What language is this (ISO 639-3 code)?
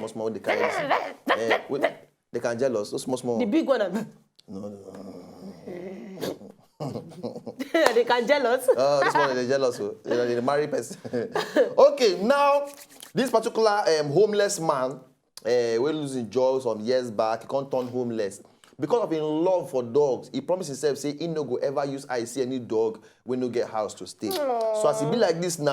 pcm